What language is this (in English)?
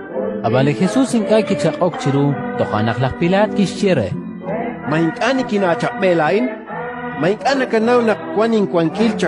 Kekchí